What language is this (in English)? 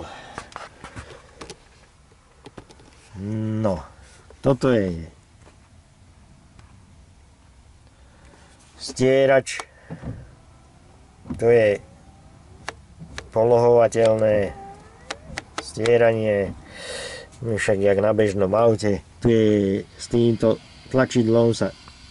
Slovak